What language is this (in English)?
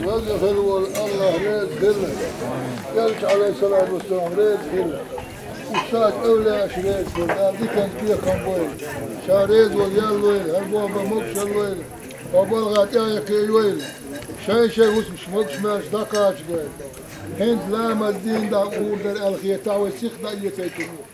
Chechen